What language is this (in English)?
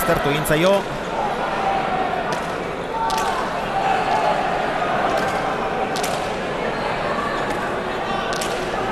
Basque